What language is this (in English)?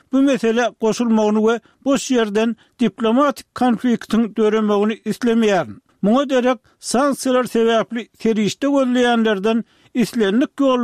Turkmen